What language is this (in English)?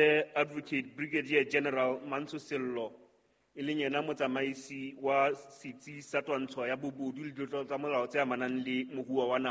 Southern Sotho